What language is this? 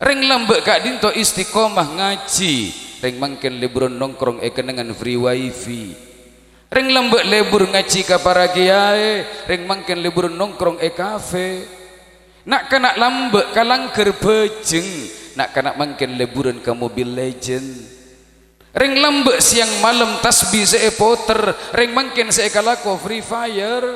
Madurese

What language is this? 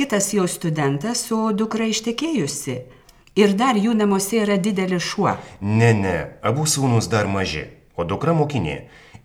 Lithuanian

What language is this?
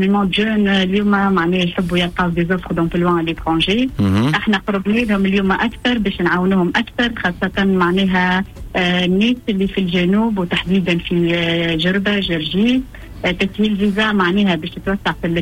Tunisian Arabic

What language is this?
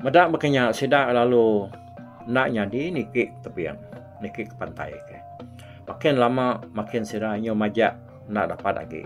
Iban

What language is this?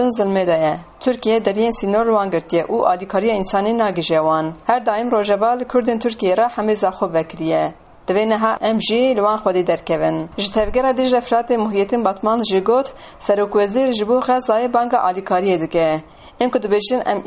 Kurdish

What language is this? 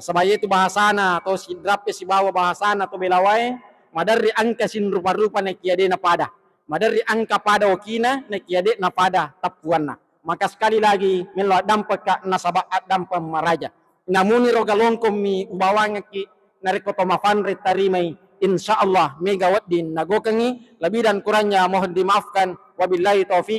Buginese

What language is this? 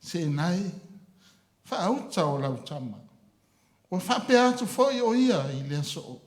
Samoan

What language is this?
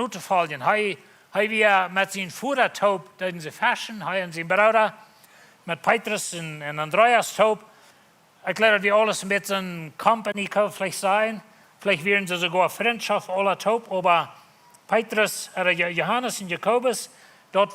Plautdietsch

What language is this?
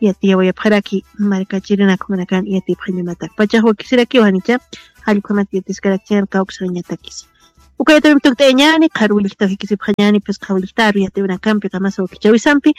Aymara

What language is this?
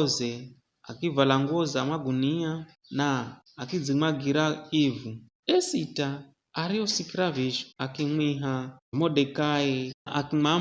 Giryama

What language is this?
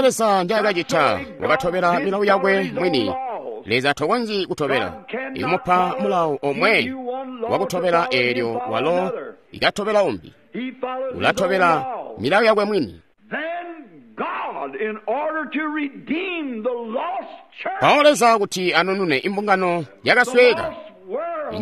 Tonga (Zambia)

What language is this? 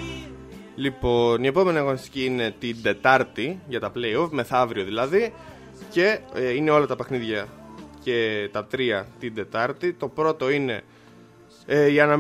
Greek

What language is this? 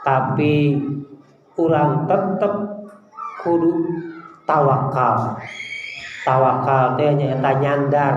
Sundanese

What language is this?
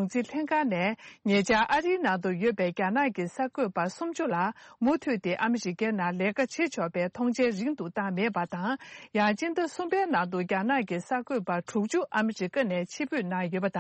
Tibetan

